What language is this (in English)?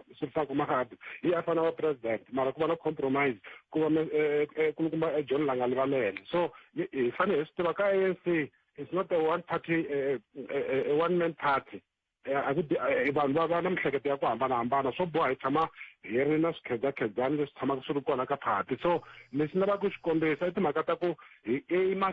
Tsonga